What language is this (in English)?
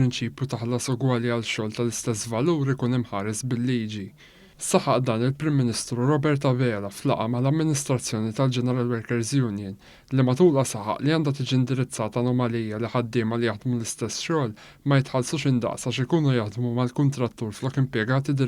Maltese